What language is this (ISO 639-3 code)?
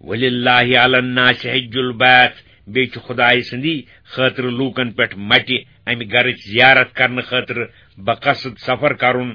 kas